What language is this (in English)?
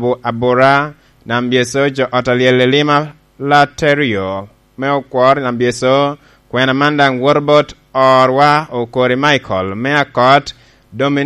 Lango (Uganda)